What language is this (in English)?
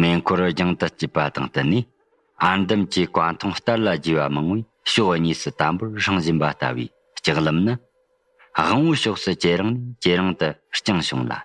Tibetan